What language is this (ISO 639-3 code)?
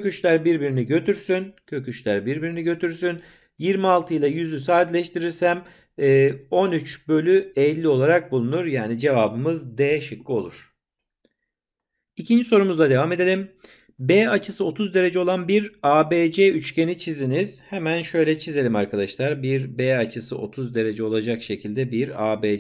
tur